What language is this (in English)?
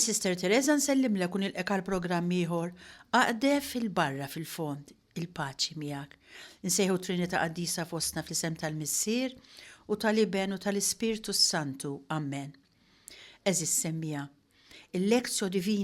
Maltese